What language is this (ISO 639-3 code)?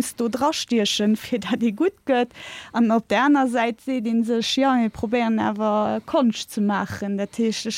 ltz